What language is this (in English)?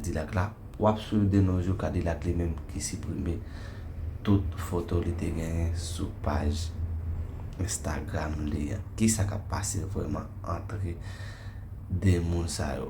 Haitian Creole